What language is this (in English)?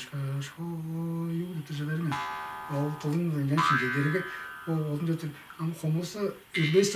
Tuvinian